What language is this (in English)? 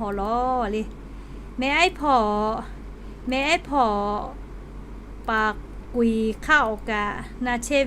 Lahu